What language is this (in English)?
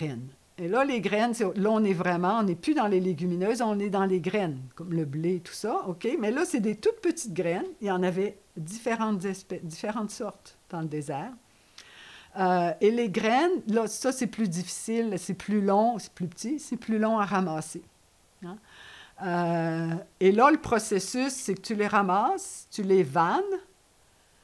French